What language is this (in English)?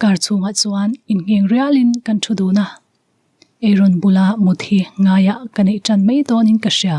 Mizo